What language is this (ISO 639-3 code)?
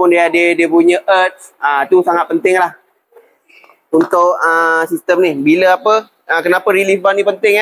msa